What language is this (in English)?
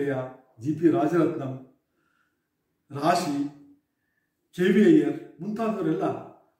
Kannada